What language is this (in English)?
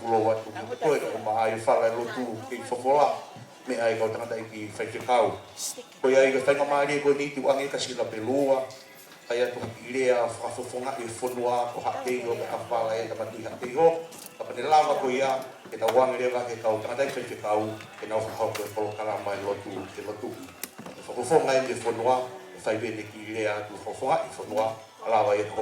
Tongan